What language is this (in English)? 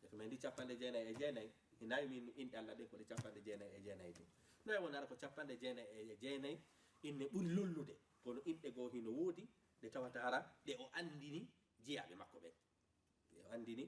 Fula